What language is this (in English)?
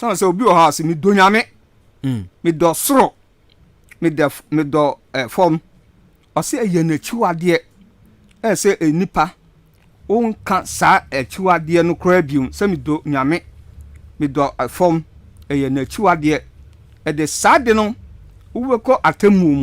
Akan